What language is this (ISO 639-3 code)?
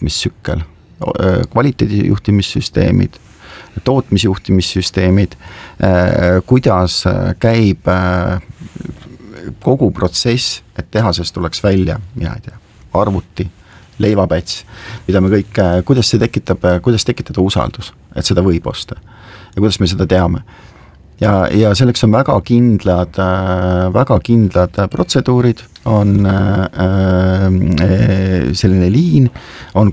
est